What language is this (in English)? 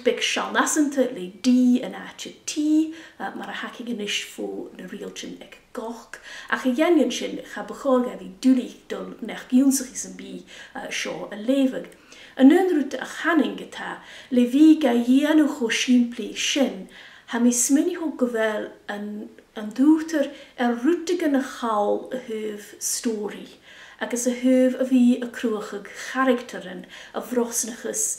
Scottish Gaelic